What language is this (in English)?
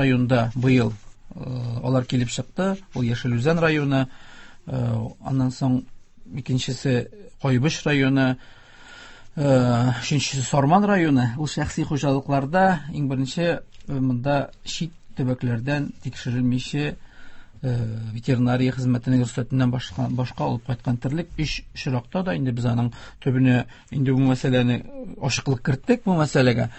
Tatar